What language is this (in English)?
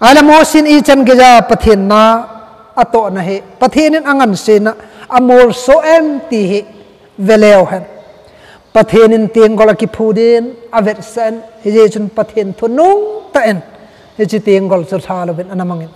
Thado Chin